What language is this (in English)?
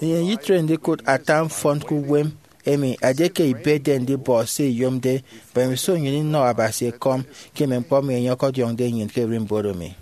Efik